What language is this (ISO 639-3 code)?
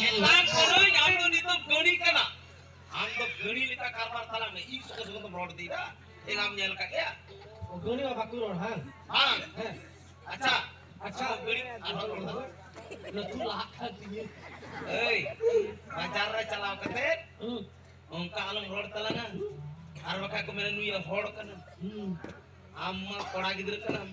sat